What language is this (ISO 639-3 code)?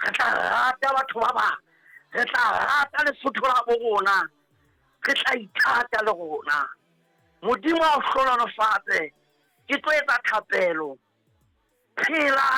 sot